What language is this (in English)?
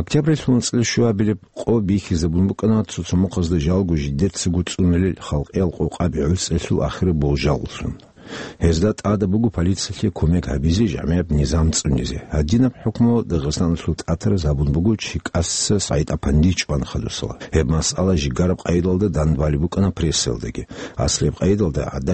Avaric